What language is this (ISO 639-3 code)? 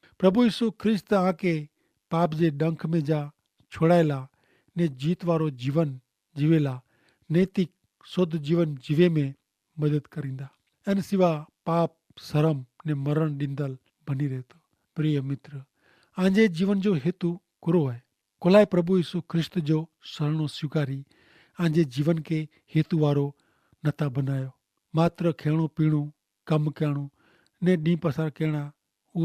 kfr